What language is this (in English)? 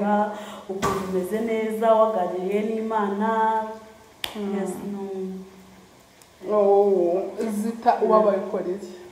Kinyarwanda